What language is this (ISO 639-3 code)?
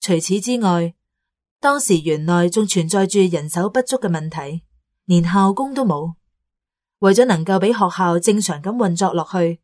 yue